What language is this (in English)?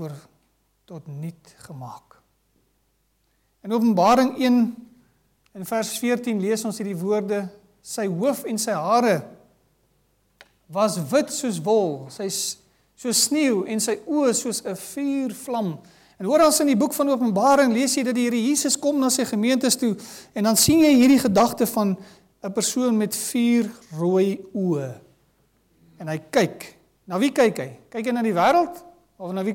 Afrikaans